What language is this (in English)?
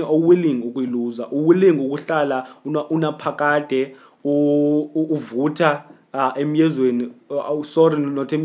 Xhosa